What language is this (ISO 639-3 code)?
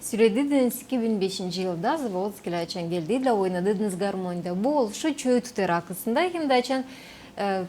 gag